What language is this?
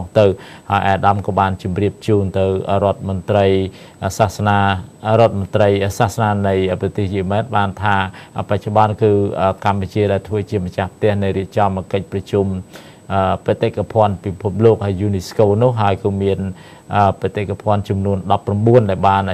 Khmer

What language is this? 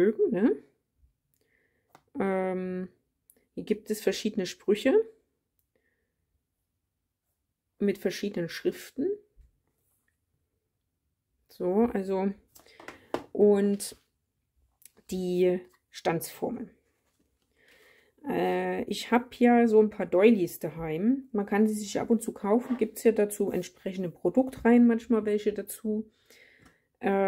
German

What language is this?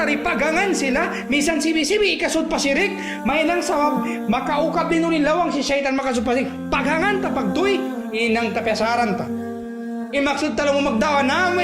Tausug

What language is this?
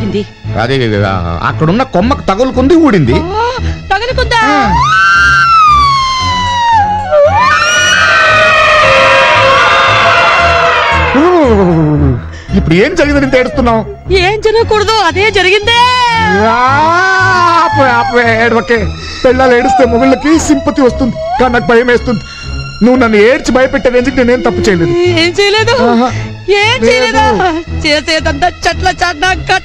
Telugu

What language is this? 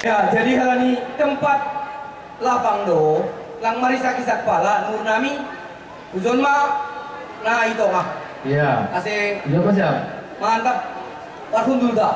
Batak Simalungun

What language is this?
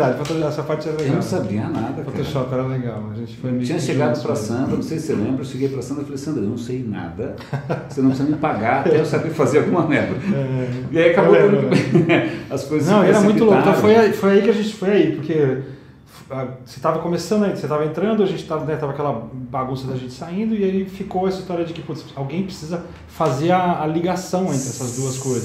Portuguese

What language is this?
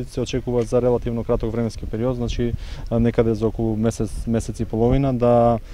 Macedonian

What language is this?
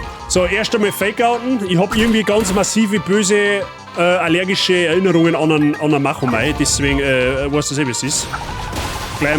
Bavarian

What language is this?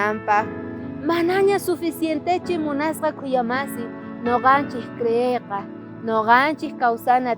South Bolivian Quechua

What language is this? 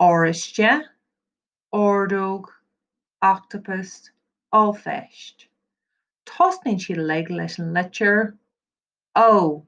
Irish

